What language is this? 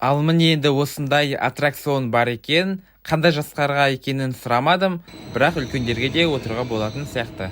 Kazakh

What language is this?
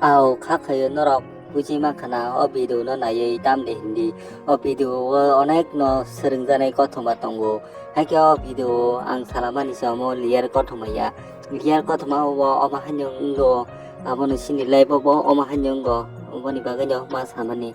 Kok Borok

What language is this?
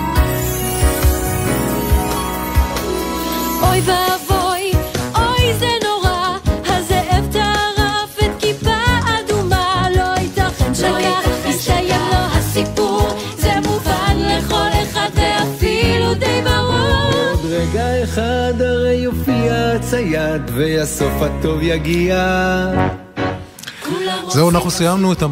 Hebrew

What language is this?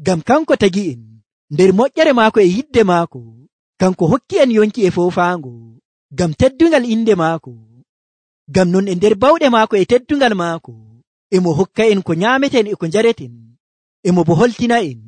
Nigerian Fulfulde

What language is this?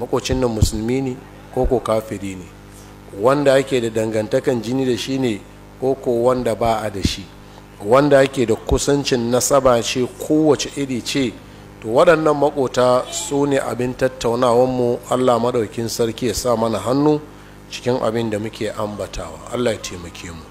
Hausa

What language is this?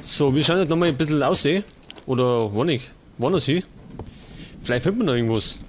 Bavarian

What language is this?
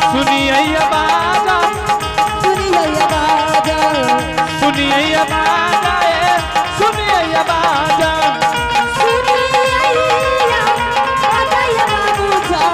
Angika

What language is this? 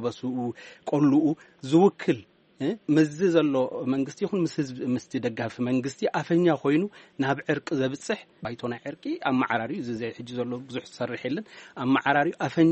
Tigrinya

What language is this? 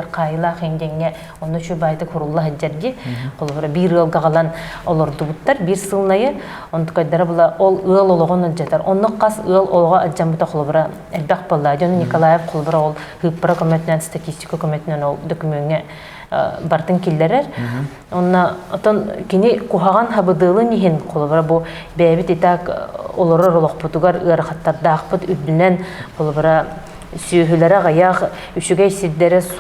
Yakut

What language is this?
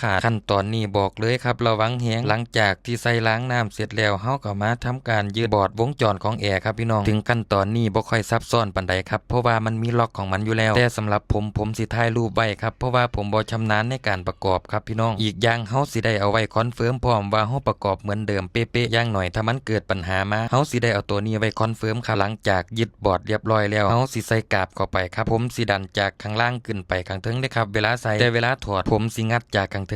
Northeastern Thai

